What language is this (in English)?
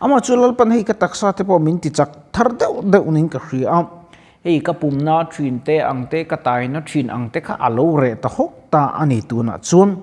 Mizo